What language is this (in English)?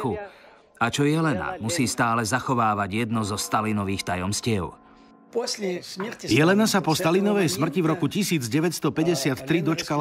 Slovak